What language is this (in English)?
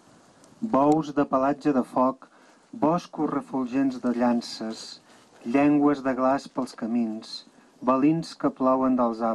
Catalan